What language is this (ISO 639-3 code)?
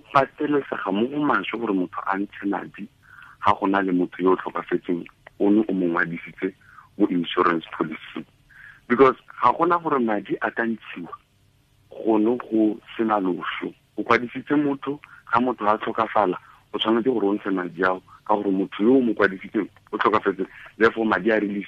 tsn